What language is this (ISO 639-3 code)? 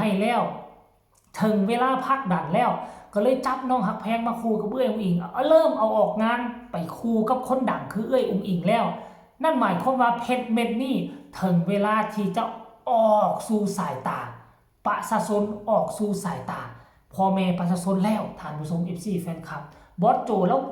tts